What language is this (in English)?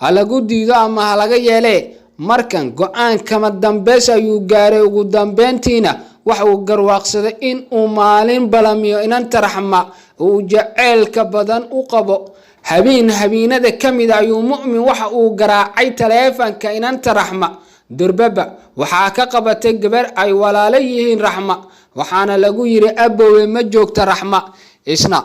Somali